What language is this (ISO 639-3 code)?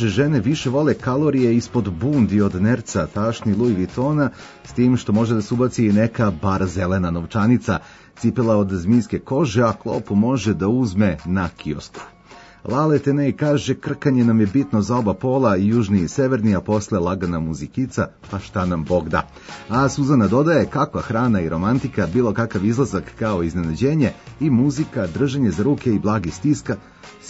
srp